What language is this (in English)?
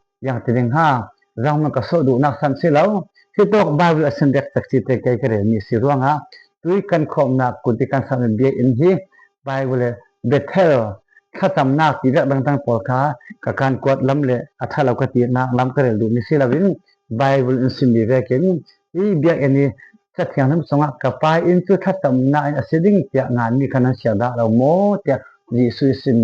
Falam Chin